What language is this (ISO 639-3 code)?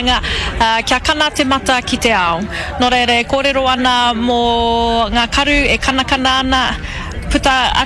mri